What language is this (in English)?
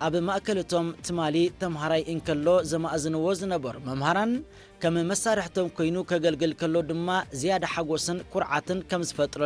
Tigrinya